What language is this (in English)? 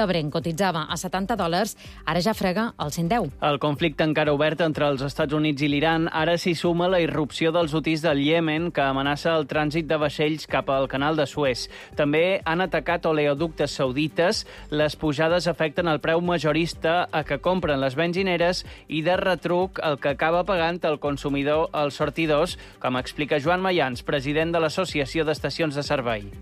Catalan